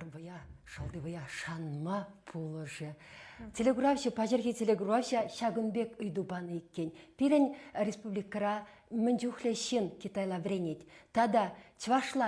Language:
Chuvash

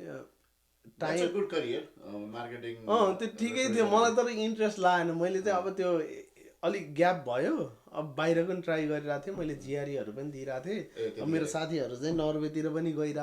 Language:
Nepali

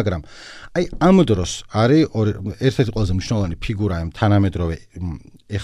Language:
Georgian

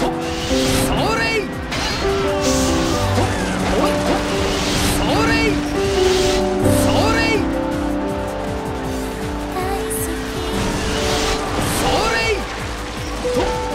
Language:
Japanese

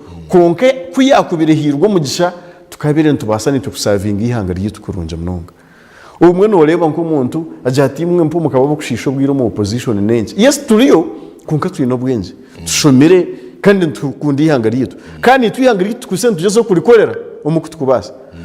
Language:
Nyankole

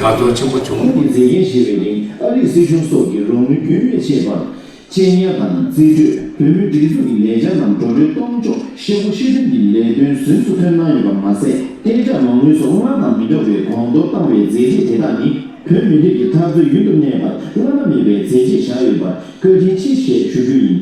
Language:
Tibetan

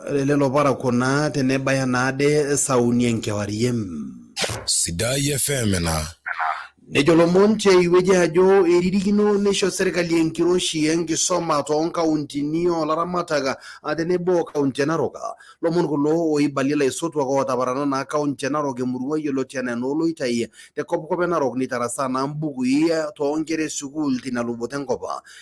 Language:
Masai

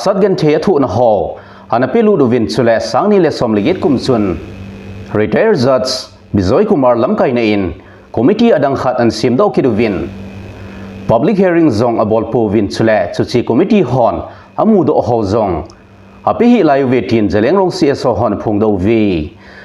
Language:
Thado Chin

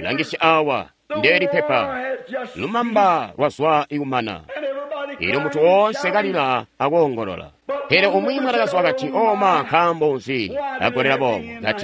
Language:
Tonga (Zambia)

